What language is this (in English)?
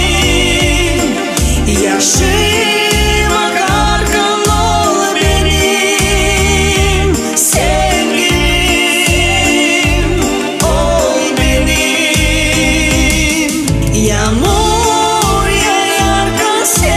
Gagauz